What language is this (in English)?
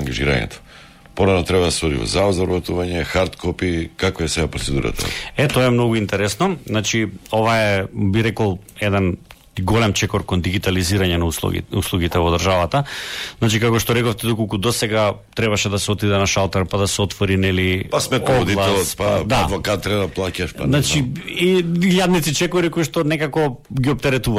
Macedonian